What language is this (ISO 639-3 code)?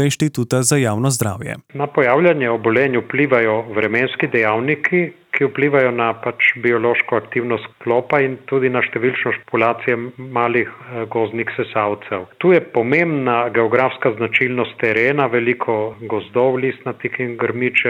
slv